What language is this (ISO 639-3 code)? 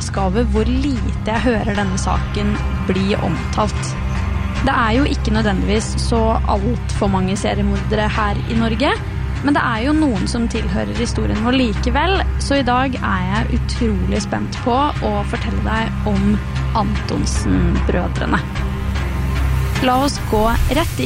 nor